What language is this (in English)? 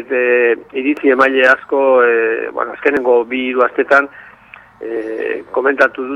Basque